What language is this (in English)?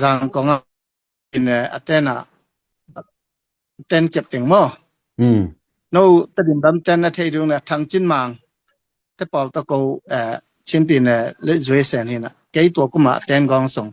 Tedim Chin